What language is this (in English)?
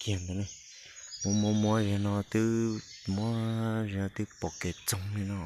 Hmong